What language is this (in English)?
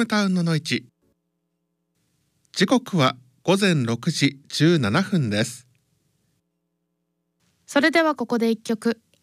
Japanese